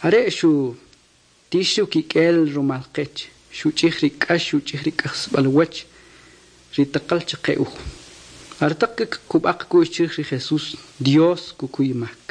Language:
Kʼicheʼ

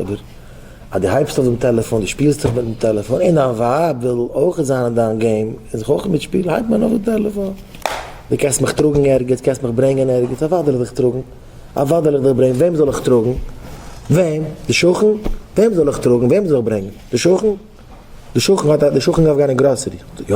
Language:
Yiddish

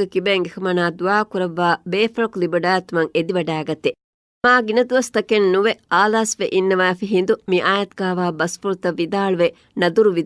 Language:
Divehi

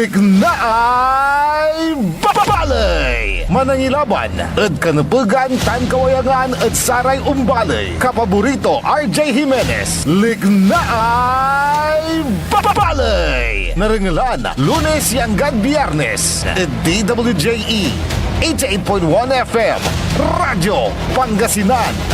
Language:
Pangasinan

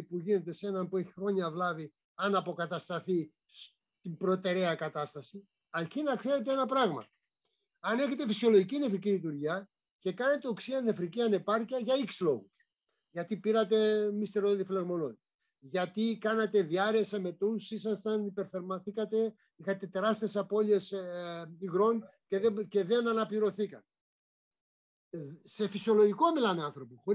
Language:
Greek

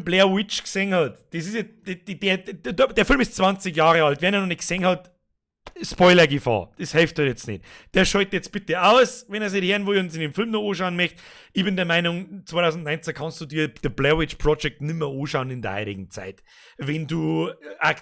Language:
Bavarian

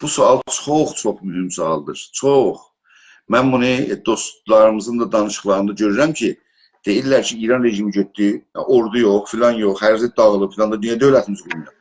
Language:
South Azerbaijani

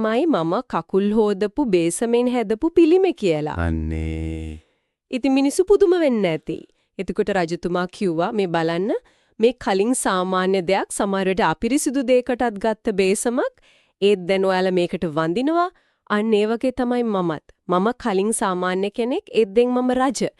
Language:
Sinhala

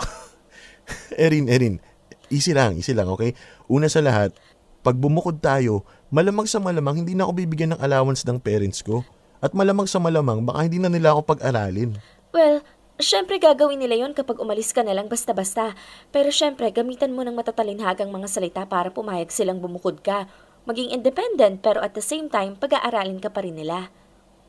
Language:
Filipino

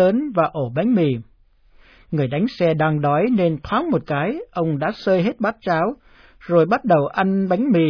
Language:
Vietnamese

